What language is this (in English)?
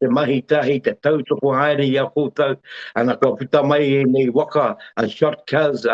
Māori